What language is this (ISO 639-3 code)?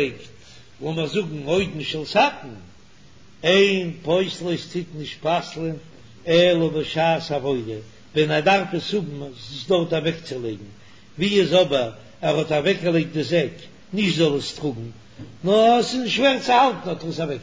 yid